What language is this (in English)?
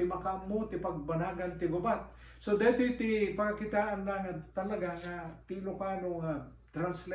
Iloko